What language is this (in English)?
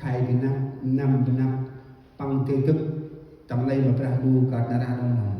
Central Mnong